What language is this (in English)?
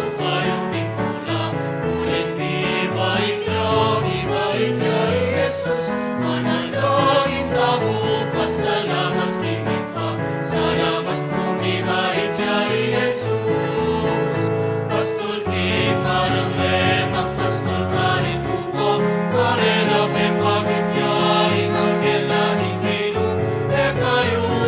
Pampanga